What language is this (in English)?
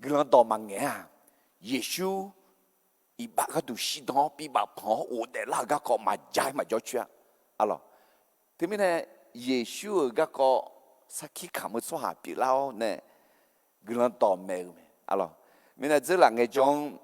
Akha